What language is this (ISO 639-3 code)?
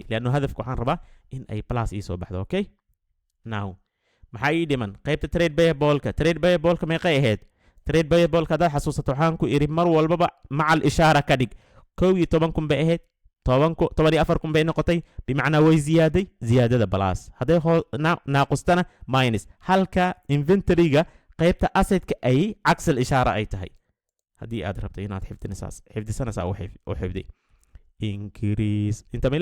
som